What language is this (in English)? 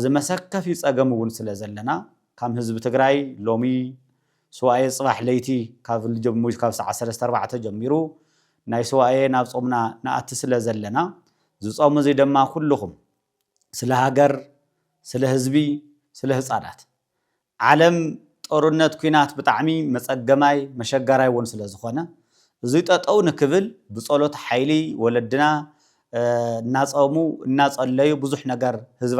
Tigrinya